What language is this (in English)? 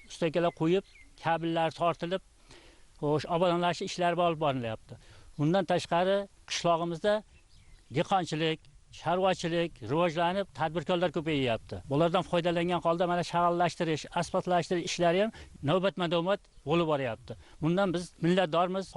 Uzbek